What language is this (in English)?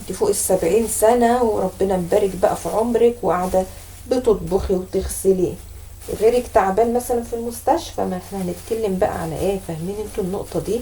Egyptian Arabic